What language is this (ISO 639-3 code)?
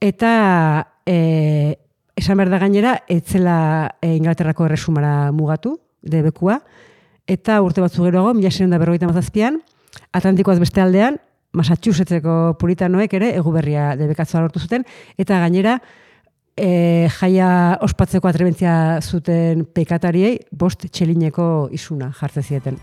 eus